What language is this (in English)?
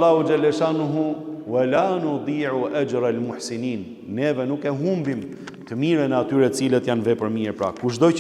Albanian